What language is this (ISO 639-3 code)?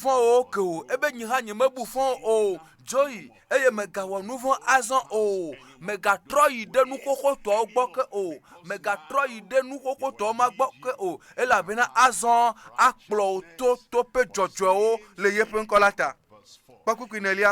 ewe